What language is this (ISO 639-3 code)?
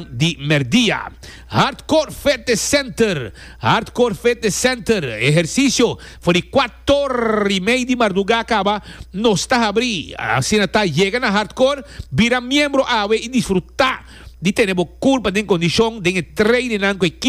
pap